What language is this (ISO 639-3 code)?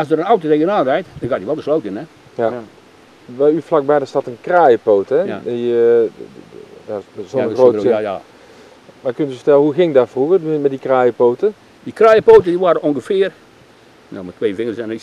nld